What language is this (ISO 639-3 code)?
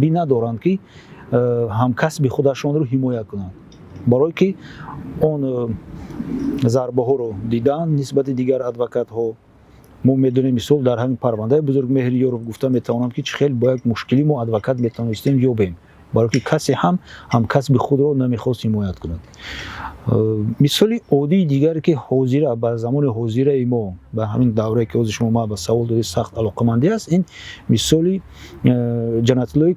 tgk